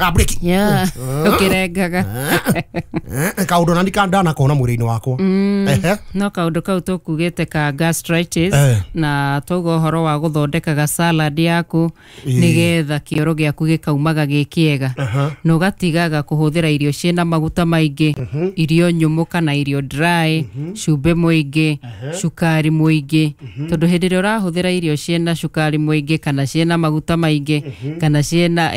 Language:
Kikuyu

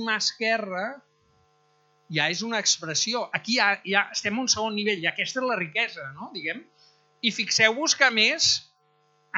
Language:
Catalan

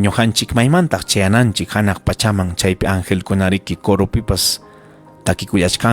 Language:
Ayacucho Quechua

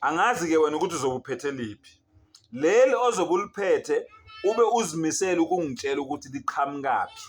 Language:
Zulu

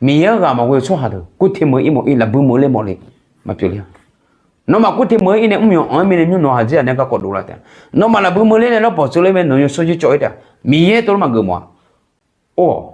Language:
Akha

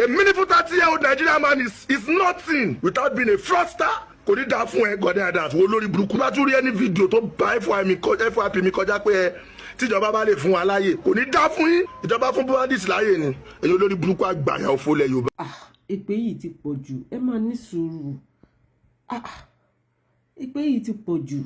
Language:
Yoruba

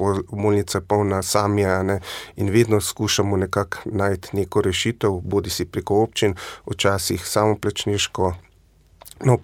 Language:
Slovenian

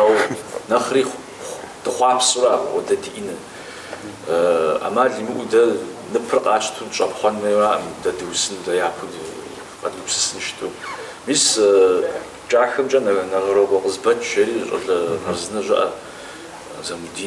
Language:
Kabardian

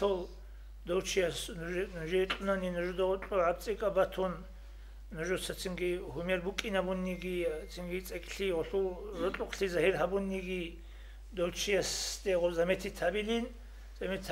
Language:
Avaric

